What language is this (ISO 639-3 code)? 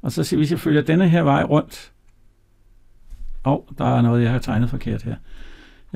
dan